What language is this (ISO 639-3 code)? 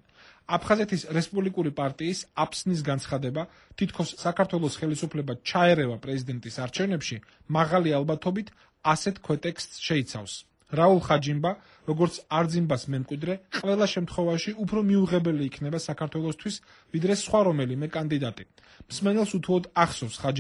kat